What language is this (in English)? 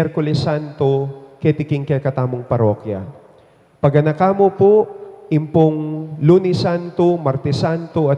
Pampanga